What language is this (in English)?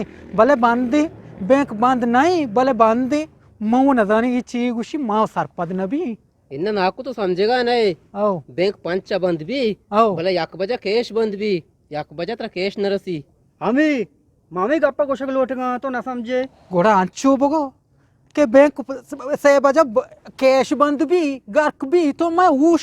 Eastern Balochi